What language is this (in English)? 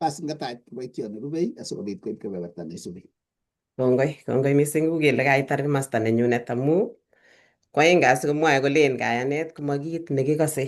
Kalenjin